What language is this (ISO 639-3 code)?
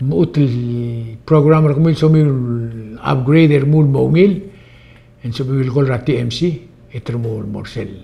pau